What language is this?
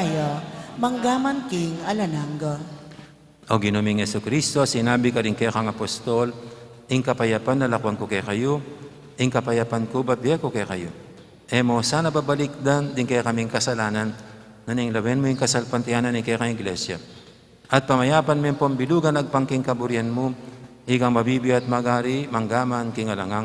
Pampanga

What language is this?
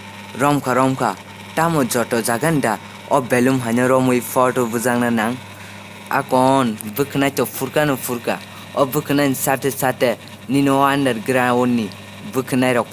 Kok Borok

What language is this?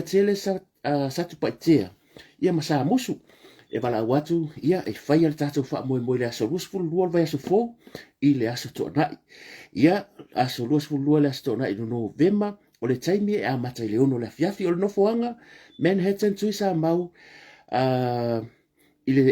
Samoan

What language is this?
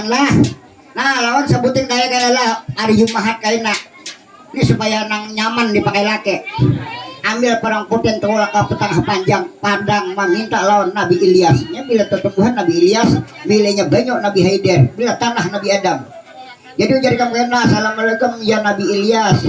Banjar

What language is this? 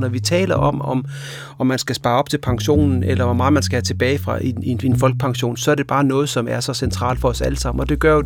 Danish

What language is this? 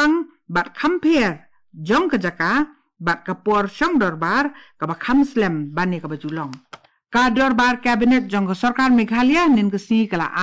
Khasi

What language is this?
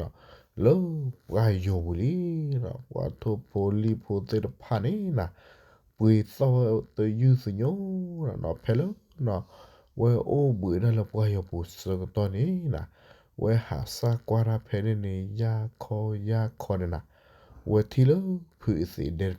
S'gaw Karen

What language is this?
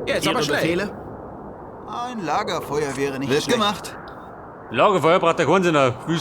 Bavarian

